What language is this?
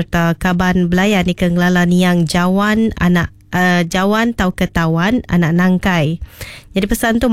Iban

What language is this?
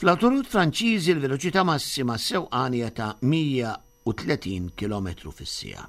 Maltese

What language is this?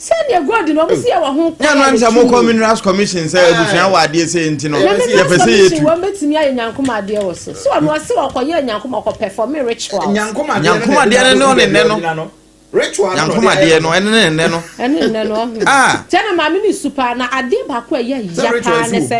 Akan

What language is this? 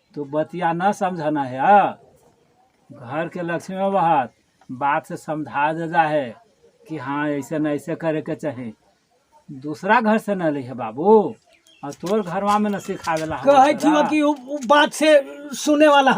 Magahi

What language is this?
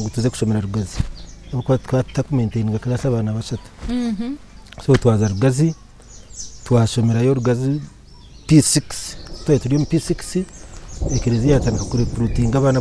Nyankole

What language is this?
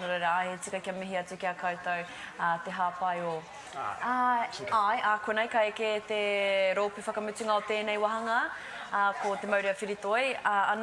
Māori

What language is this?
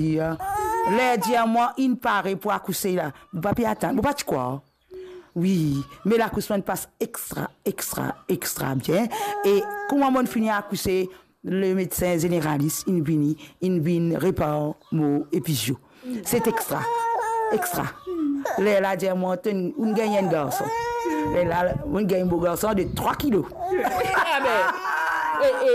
Morisyen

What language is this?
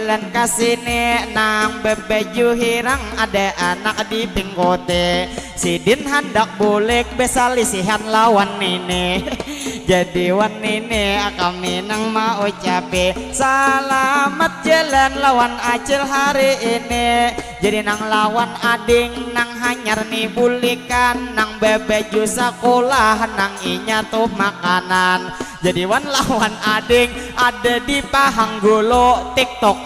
Banjar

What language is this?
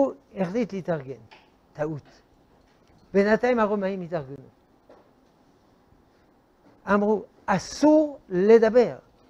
Hebrew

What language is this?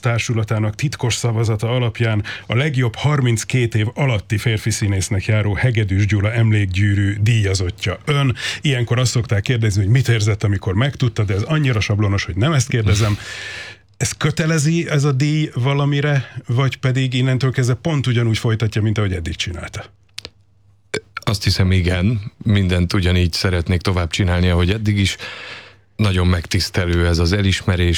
Hungarian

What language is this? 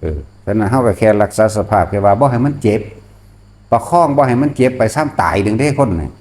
Northeastern Thai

